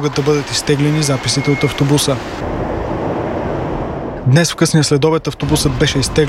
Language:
Bulgarian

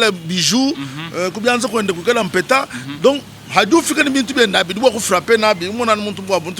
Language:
Luba-Lulua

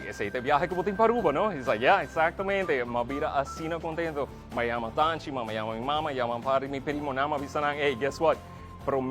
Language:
Papiamento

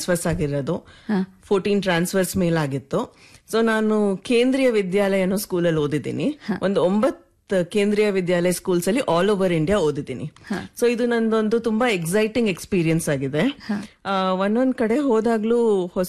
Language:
Kannada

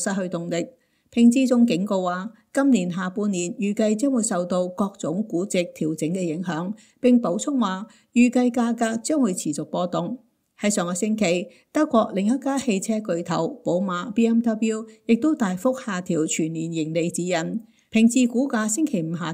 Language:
Cantonese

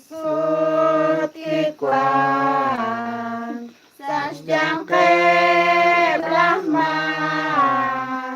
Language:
Kekchí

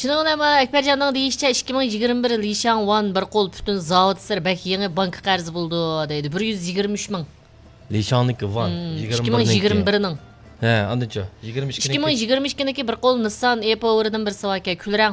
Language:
Uyghur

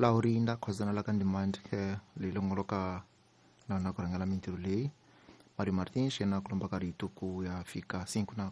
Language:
Tsonga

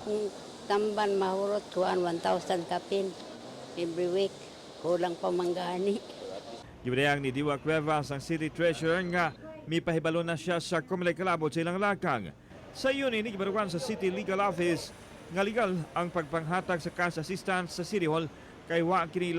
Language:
Cebuano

